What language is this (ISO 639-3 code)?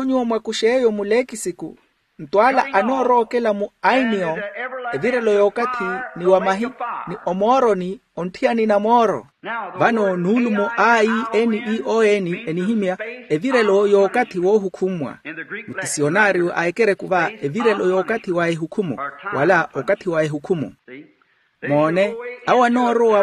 vmw